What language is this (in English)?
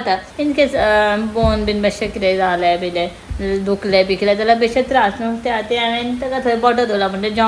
Konkani